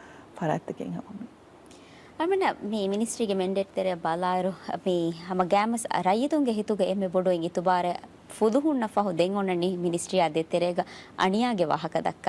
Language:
Divehi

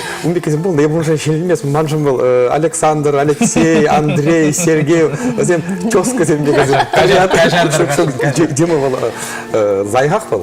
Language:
Chuvash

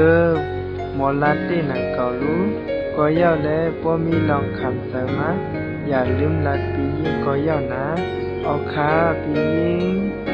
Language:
Shan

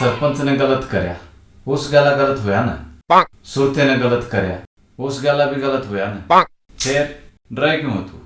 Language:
Haryanvi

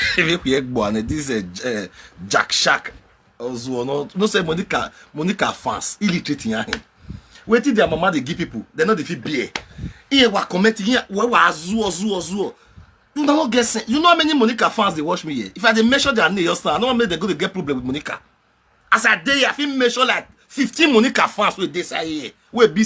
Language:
Nigerian Pidgin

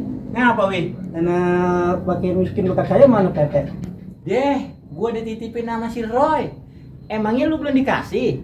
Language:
Betawi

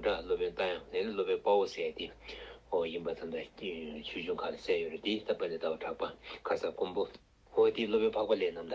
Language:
Tibetan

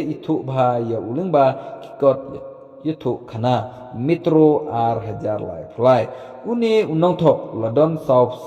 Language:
Khasi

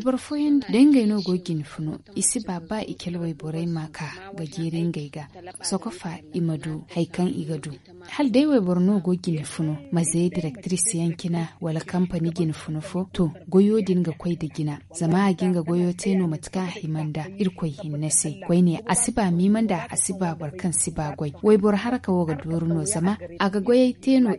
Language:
Zarma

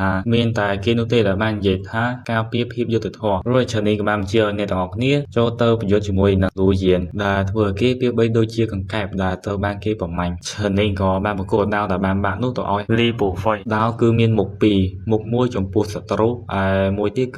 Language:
Khmer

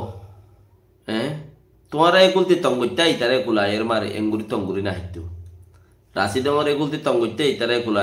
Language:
Rohingya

